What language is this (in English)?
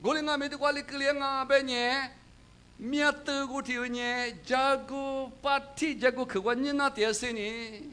Lisu